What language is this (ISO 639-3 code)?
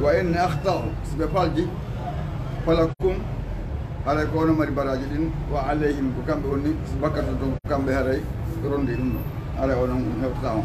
ful